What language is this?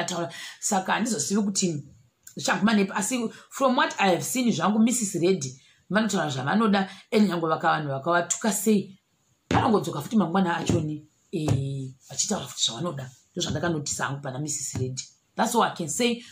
Shona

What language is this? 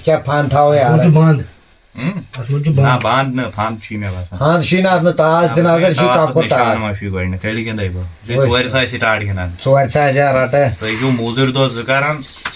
Kashmiri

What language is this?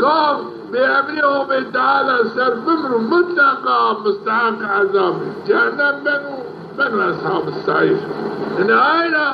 Zaza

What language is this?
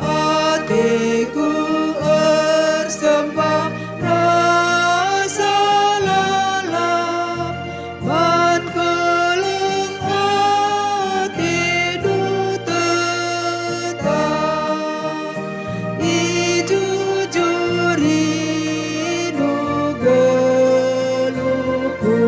Batak Karo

